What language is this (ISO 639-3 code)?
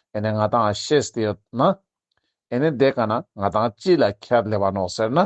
lbj